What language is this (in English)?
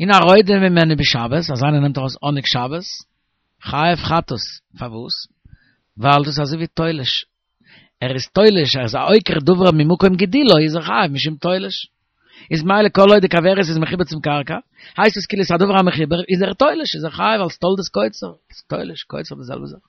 Yiddish